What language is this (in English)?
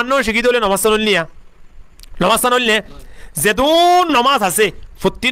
Rohingya